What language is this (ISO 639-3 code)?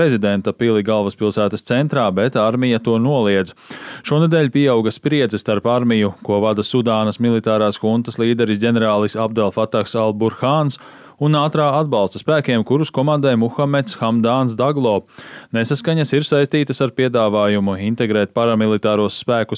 lav